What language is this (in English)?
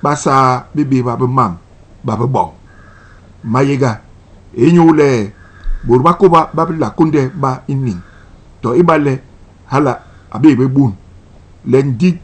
Basaa